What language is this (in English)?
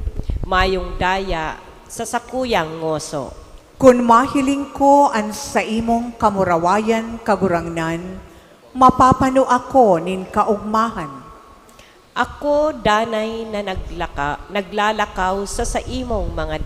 Bikol